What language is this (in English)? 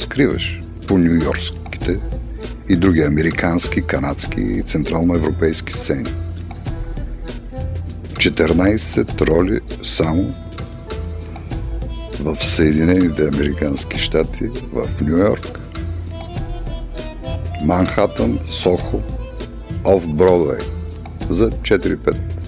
Bulgarian